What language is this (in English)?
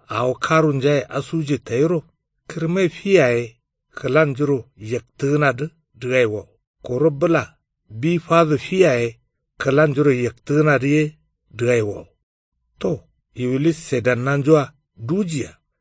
Kanuri